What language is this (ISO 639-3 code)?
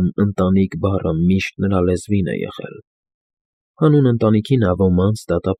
hye